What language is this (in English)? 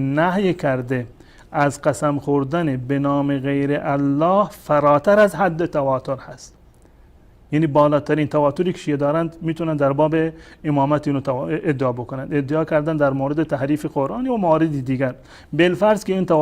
Persian